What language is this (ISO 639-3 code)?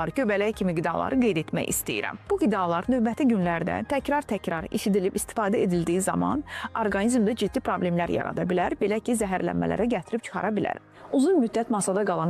aze